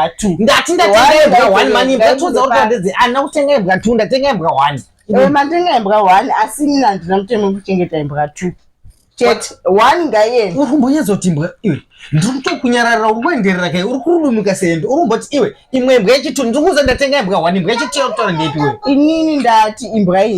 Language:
Shona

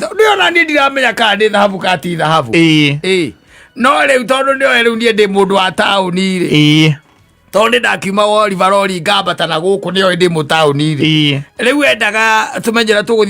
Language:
Kikuyu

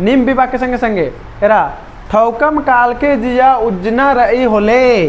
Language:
Kurukh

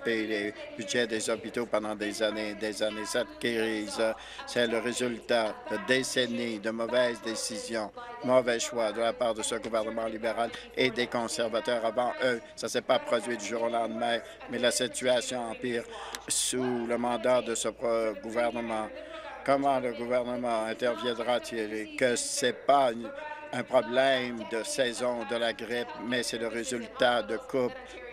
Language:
French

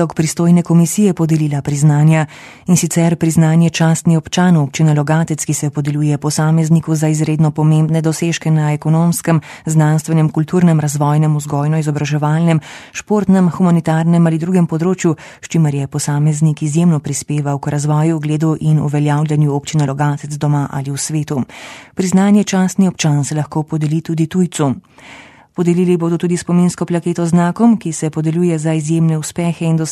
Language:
Slovenian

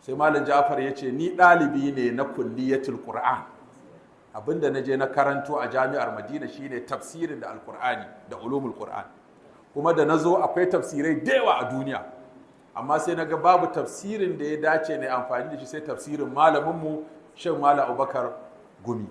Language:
Hausa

